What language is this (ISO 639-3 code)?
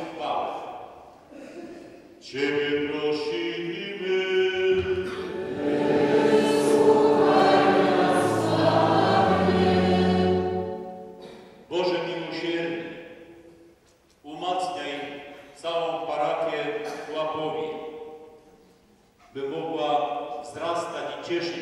pol